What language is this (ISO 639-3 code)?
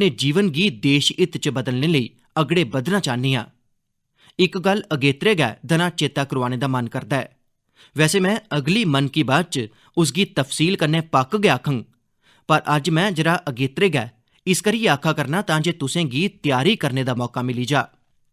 doi